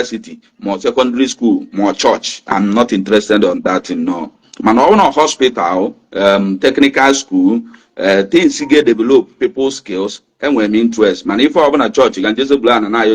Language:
Igbo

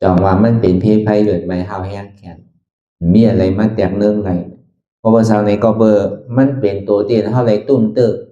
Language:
Shan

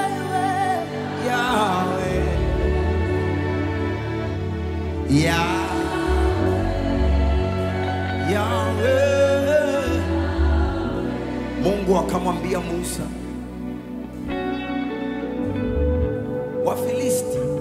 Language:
Swahili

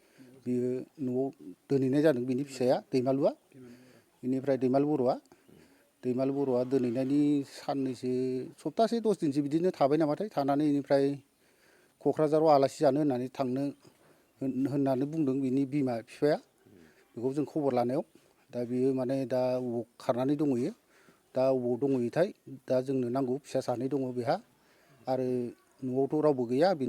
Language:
Bodo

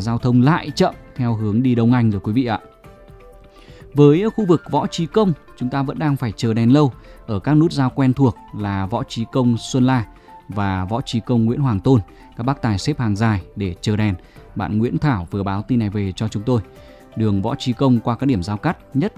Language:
Vietnamese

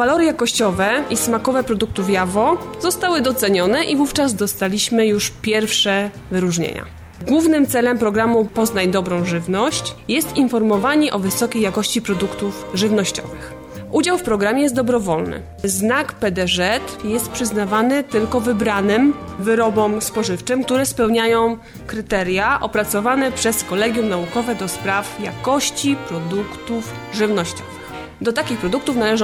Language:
Polish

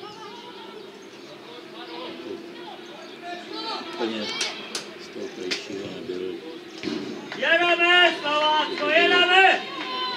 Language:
Czech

